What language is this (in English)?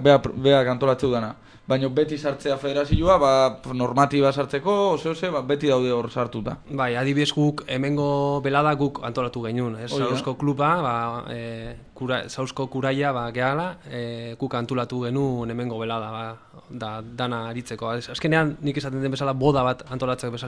Basque